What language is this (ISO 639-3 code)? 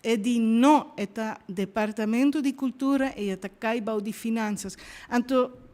pap